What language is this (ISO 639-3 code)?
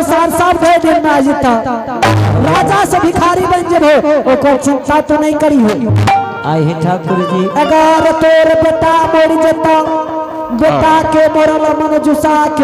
anp